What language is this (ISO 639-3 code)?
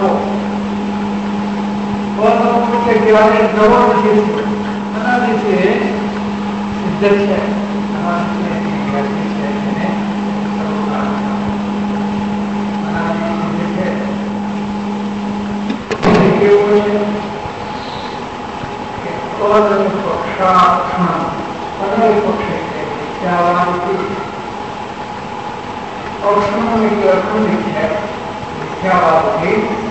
guj